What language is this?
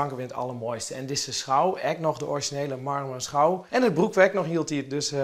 Western Frisian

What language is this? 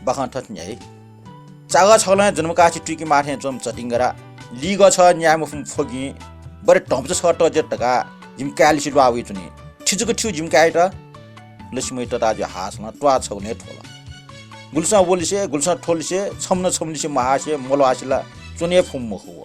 Newari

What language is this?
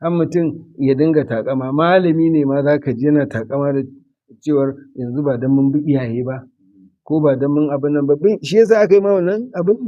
Hausa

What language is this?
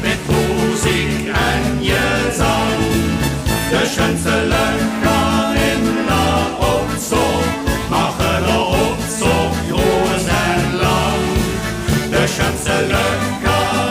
Limburgish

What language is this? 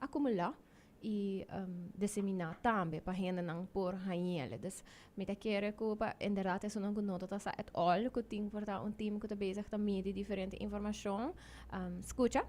Papiamento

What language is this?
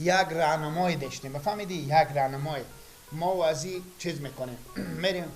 Persian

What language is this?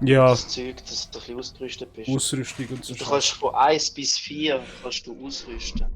Swiss German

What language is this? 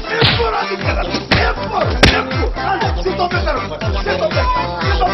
Greek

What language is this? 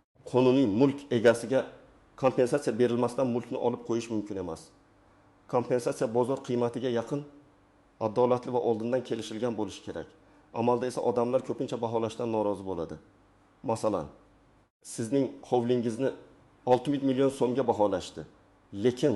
Uzbek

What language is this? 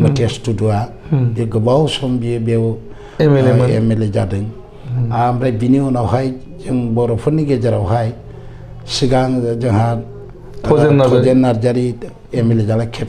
Bodo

